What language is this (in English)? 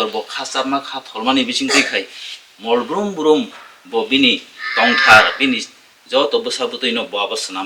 Kok Borok